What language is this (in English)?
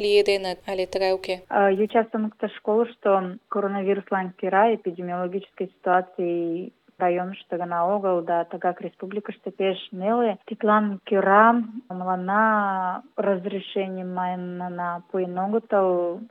Mari